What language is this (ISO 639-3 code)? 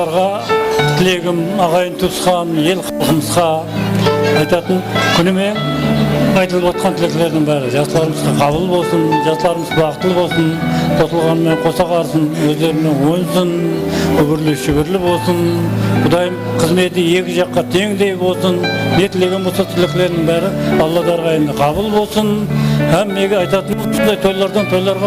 kaa